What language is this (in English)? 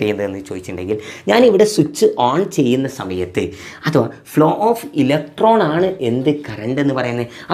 Malayalam